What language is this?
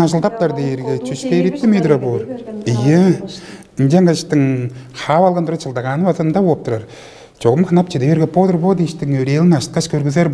Tuvinian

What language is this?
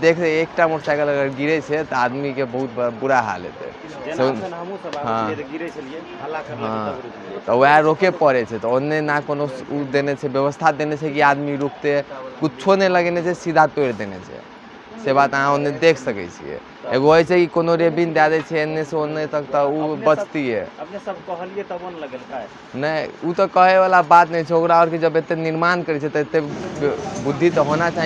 Maithili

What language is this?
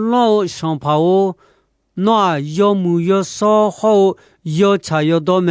Akha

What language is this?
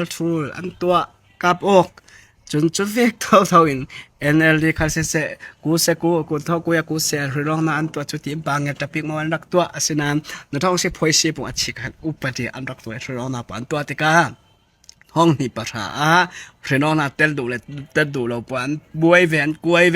Falam Chin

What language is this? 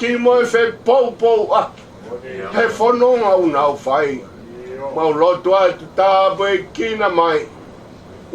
Tongan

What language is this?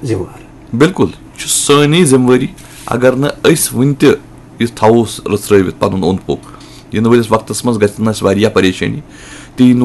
Kashmiri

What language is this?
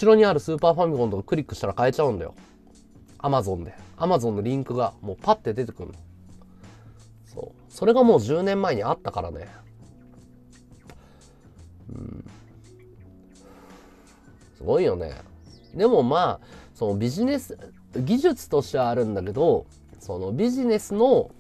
Japanese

